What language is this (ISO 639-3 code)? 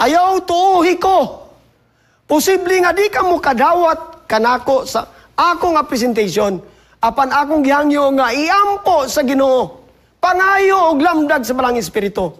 ceb